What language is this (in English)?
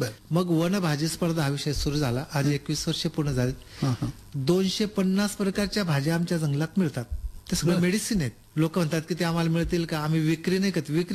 Marathi